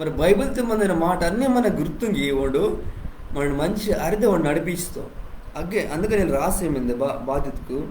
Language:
Koya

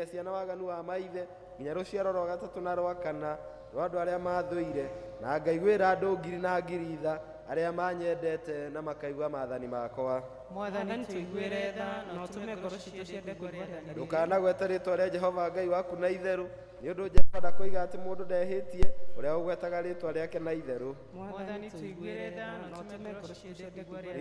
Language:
Kikuyu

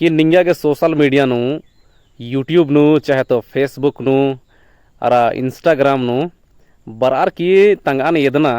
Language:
Kurukh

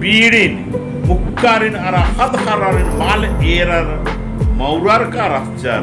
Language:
Kurukh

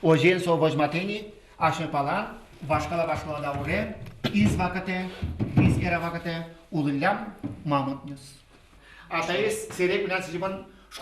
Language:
Udmurt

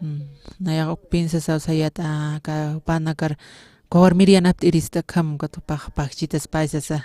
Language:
Aymara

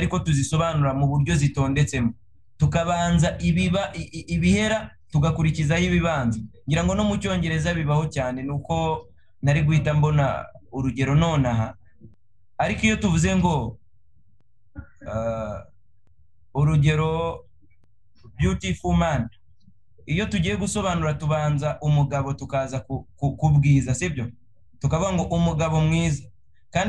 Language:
Kinyarwanda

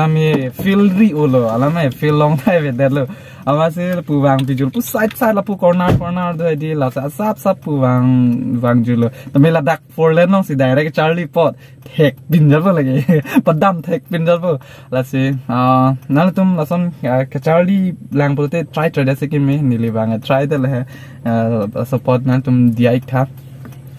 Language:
Karbi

